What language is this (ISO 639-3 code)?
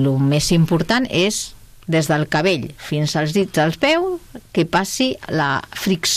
cat